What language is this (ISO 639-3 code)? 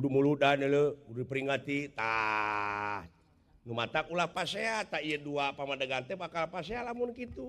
sun